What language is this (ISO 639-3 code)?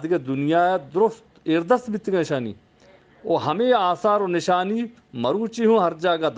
bgp